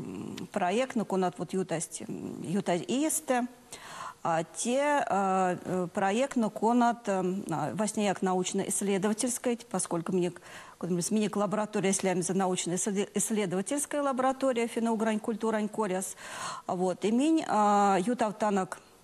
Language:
Erzya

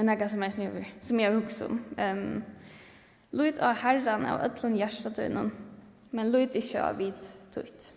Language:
Faroese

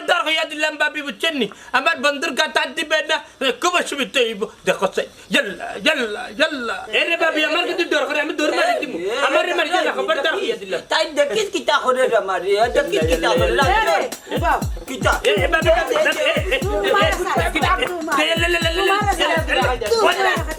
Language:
Sylheti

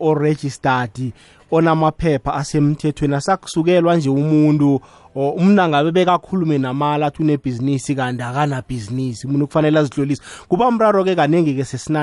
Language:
South Ndebele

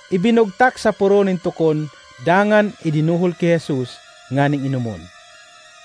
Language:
Bikol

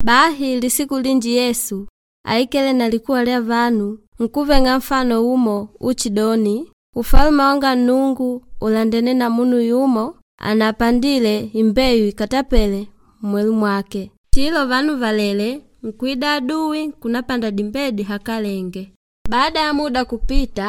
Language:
Makonde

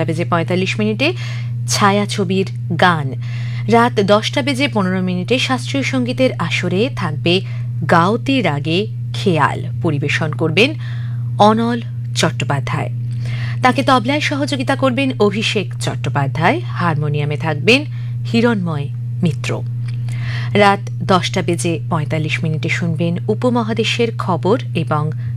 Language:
Bangla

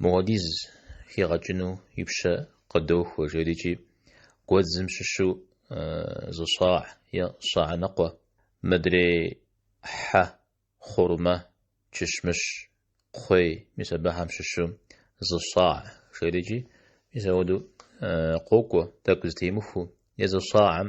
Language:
Kabardian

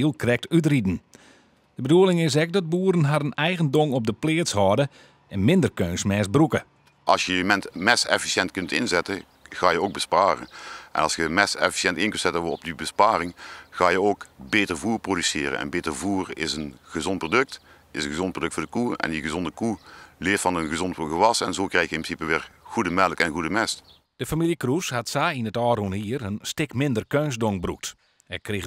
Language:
Western Frisian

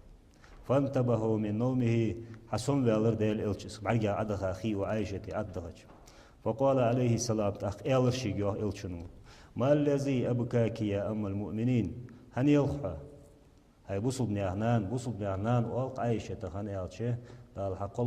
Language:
Ingush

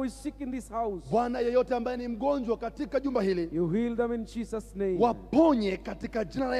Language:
Swahili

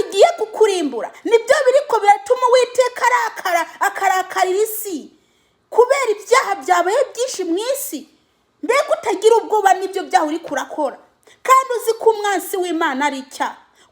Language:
Rundi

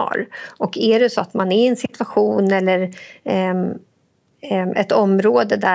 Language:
Swedish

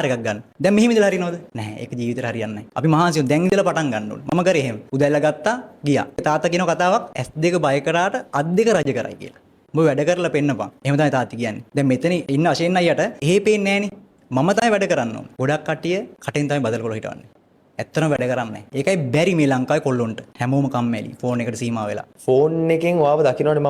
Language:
Sinhala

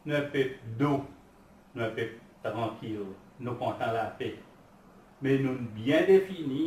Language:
Seselwa Creole French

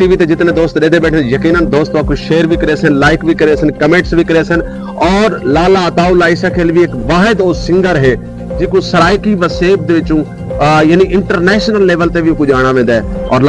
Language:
Saraiki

